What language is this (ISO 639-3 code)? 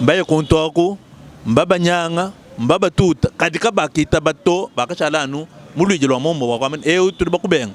lua